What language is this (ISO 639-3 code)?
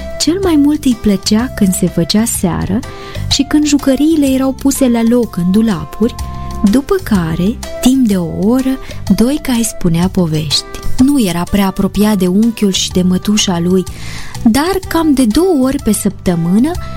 ron